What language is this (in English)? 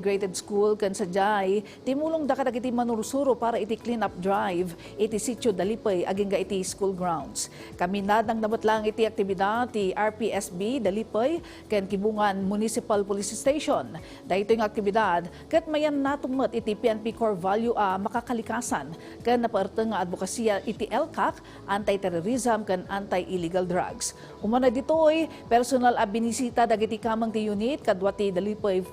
Iloko